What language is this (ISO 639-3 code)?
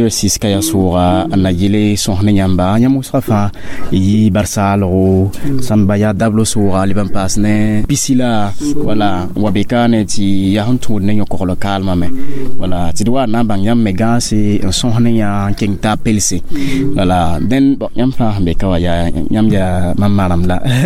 mos